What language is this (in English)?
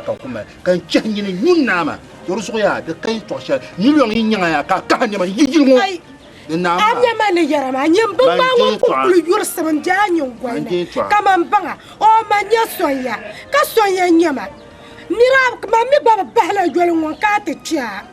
Dagbani